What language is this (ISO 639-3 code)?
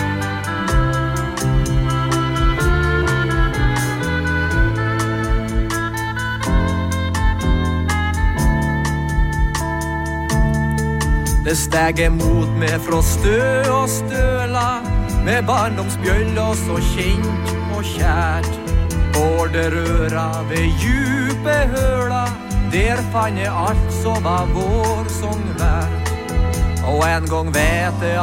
nor